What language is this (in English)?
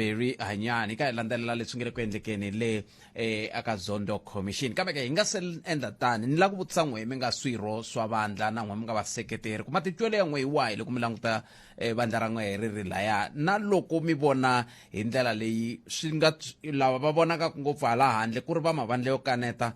Tsonga